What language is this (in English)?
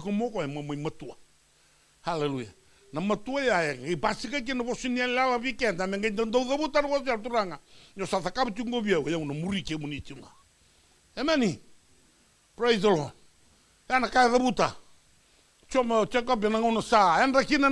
Fijian